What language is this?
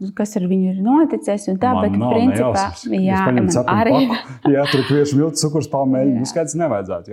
Latvian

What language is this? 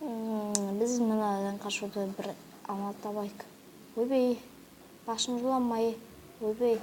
Kazakh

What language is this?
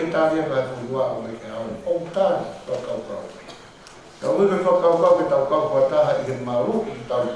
Tongan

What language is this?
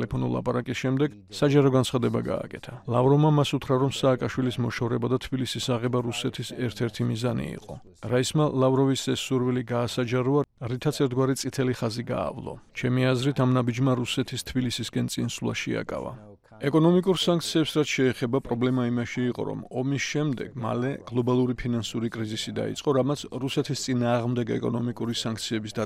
Georgian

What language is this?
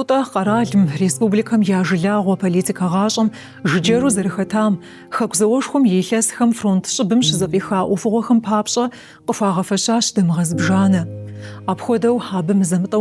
Kabardian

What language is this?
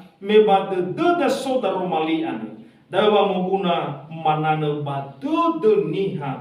Nias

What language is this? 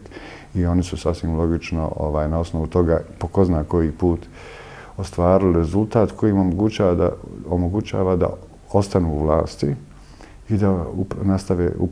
Bosnian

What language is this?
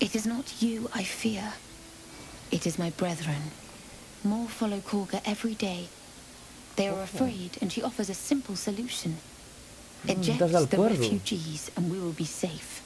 Asturian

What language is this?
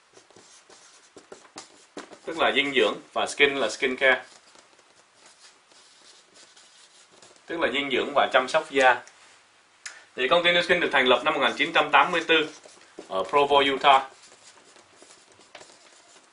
Vietnamese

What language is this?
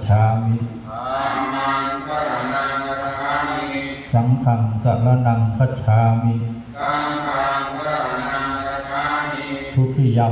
Pali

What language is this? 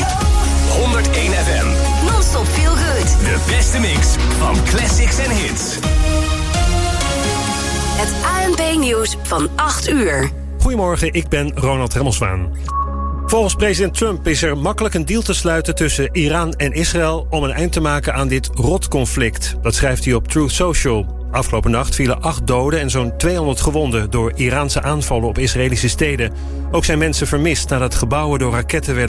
Dutch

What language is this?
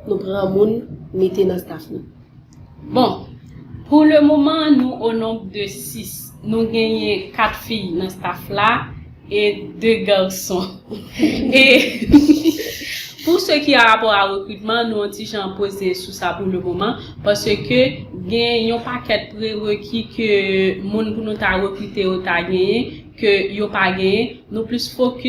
Haitian Creole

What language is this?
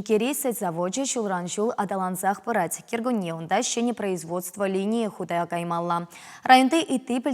Chuvash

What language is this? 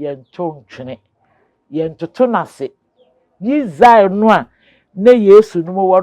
Akan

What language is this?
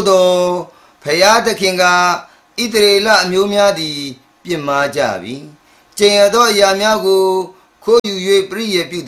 Burmese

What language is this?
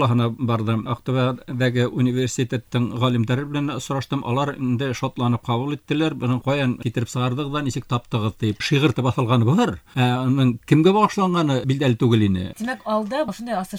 Bashkir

